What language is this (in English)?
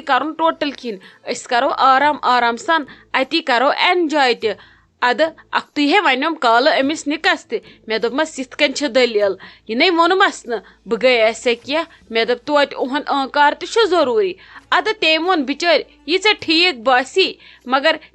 Kashmiri